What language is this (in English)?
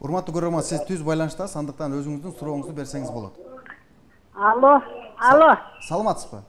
Kyrgyz